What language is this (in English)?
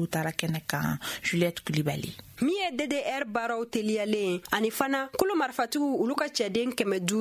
Bambara